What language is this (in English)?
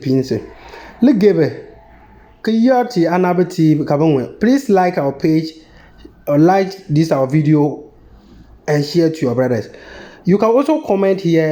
Konkomba